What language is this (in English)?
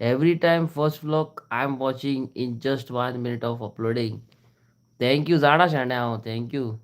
Konkani